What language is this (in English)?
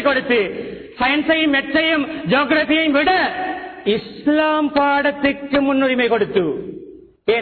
Tamil